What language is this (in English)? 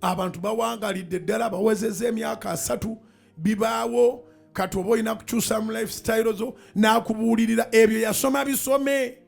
Ganda